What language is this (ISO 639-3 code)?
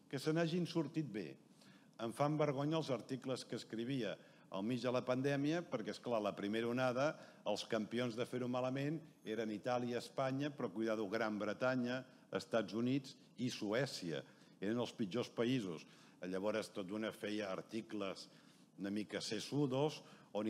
cat